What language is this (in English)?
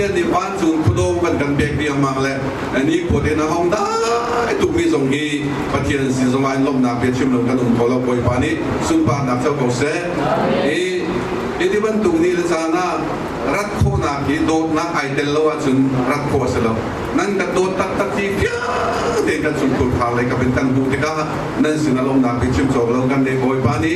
Hakha Chin